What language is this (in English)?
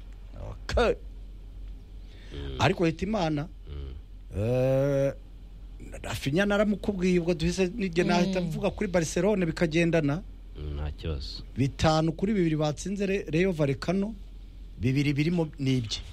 Kinyarwanda